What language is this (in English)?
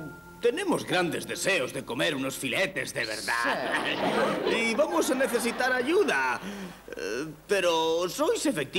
Spanish